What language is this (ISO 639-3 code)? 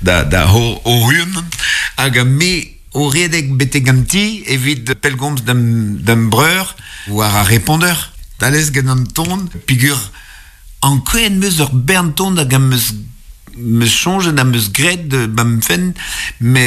bre